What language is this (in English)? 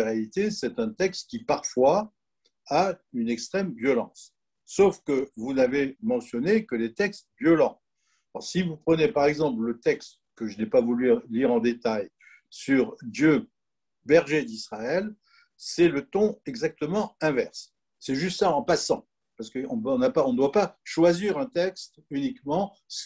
French